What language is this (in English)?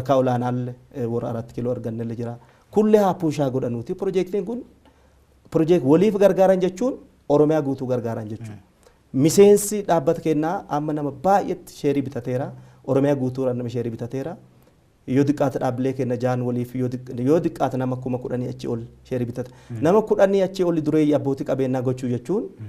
Oromo